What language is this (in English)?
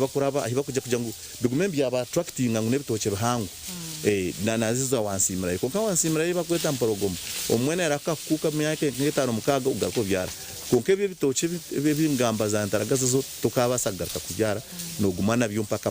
Nyankole